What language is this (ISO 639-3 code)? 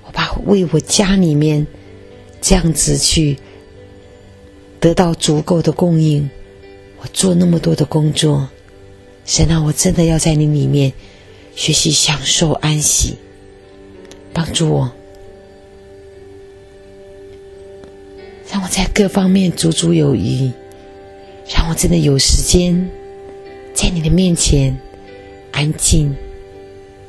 zho